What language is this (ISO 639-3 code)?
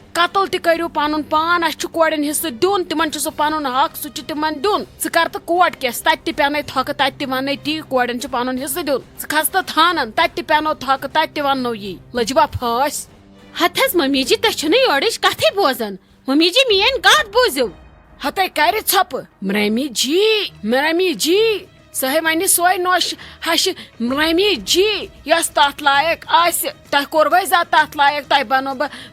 kas